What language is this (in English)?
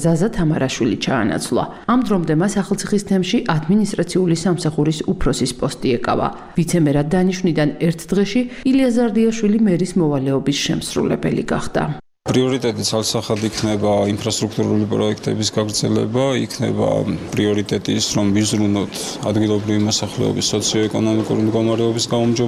Georgian